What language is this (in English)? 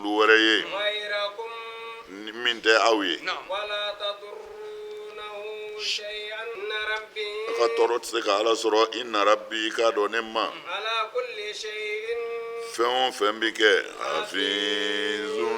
Bambara